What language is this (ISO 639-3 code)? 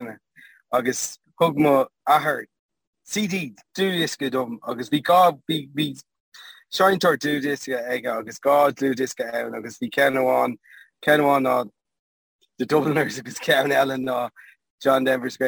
gle